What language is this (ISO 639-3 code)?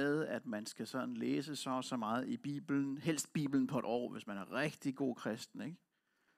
dan